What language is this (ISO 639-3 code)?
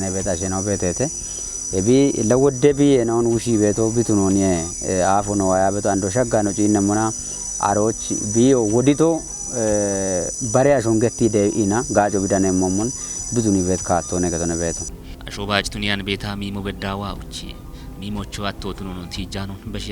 kbr